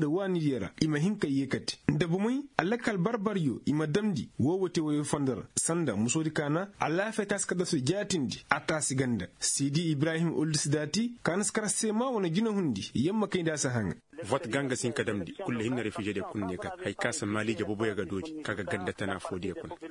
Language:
Koyraboro Senni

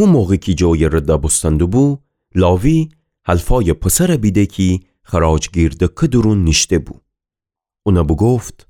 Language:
Gilaki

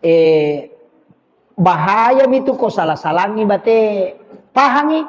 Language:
Buginese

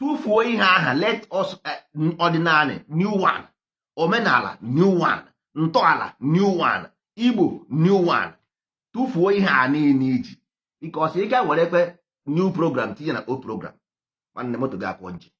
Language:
Igbo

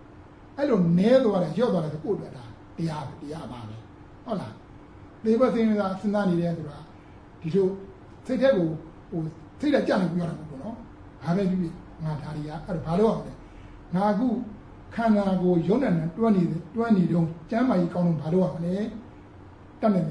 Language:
Burmese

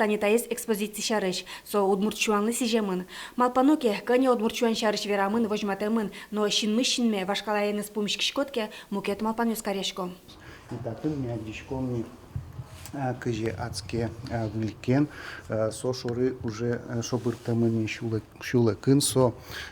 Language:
Udmurt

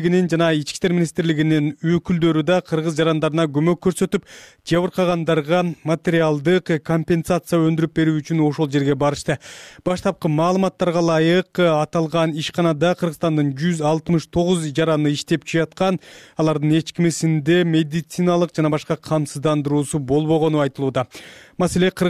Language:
Kyrgyz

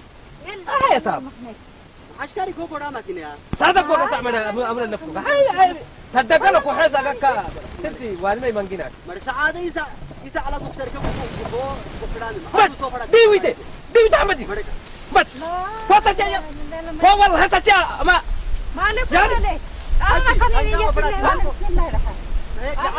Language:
Saho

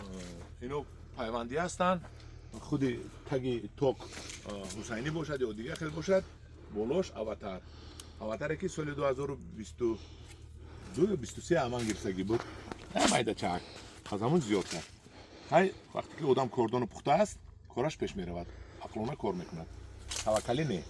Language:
Tajik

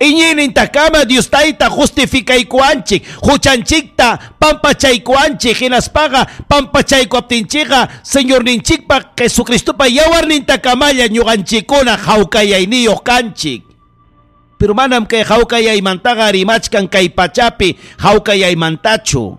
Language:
Ayacucho Quechua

